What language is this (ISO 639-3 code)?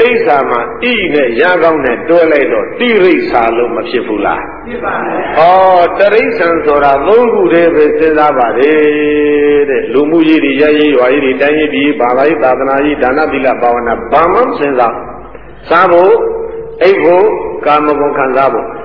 mya